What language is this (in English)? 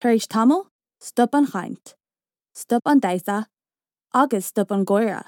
Irish